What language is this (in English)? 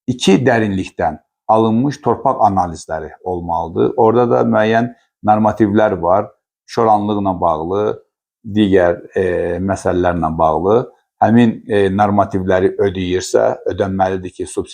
Azerbaijani